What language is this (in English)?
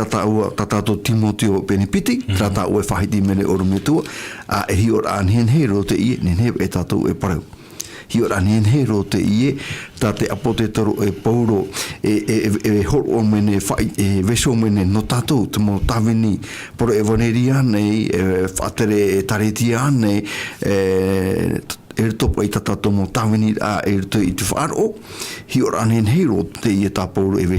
Tahitian